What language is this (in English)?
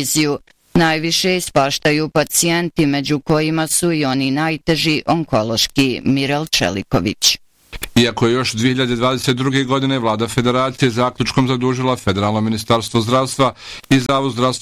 Bosnian